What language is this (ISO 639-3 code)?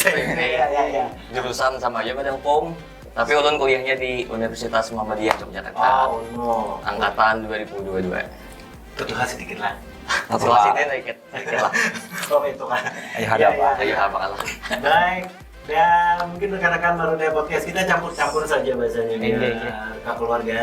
bjn